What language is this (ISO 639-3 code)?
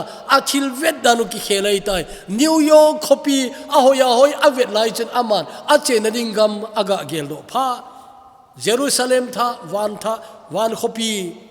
tcz